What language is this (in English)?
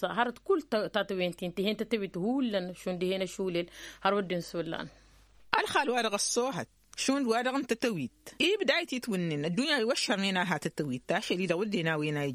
Tamasheq